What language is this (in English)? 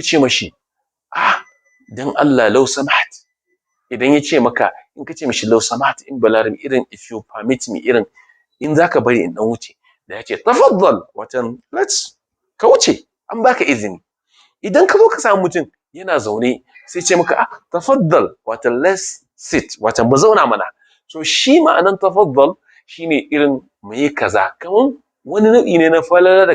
Hausa